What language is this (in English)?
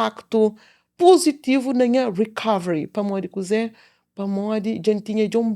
Kabuverdianu